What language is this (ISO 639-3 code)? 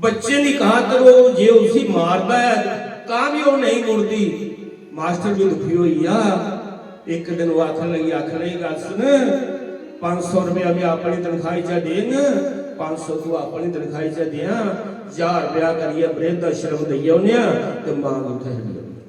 doi